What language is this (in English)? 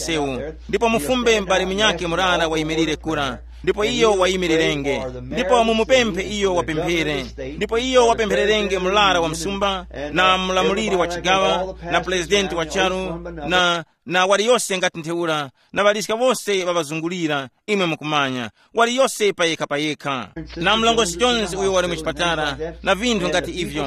Tumbuka